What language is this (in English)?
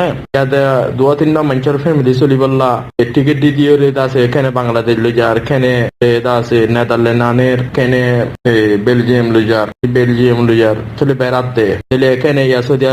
Rohingya